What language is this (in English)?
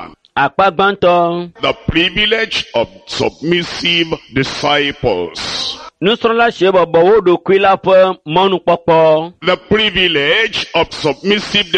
Ewe